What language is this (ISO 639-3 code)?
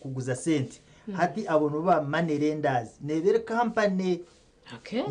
nyn